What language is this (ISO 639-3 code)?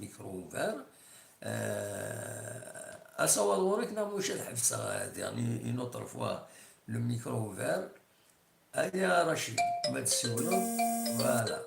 kab